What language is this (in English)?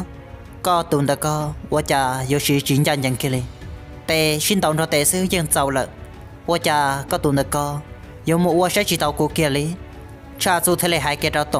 Hmong